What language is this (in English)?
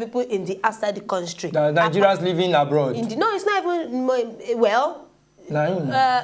Nigerian Pidgin